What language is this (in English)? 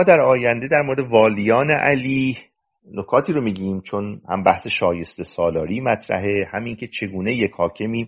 Persian